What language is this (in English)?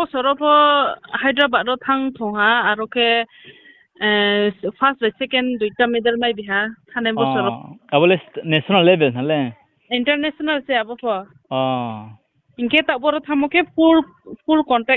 Riang (India)